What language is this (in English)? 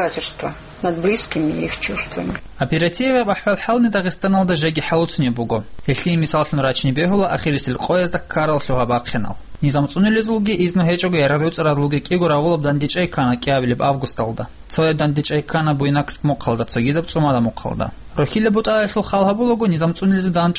Avaric